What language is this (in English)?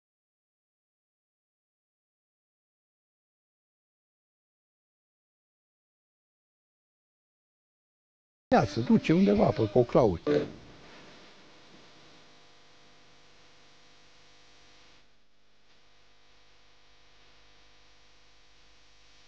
Romanian